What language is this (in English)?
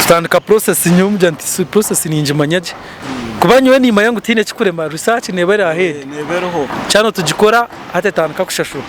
Nyankole